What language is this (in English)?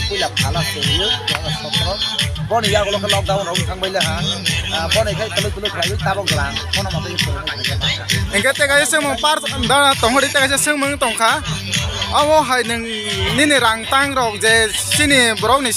Kok Borok